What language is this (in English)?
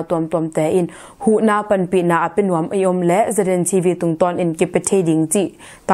Tedim Chin